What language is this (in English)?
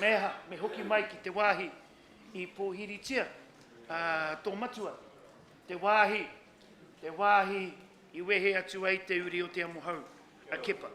Māori